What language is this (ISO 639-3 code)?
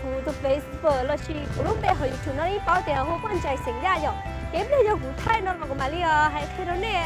hmn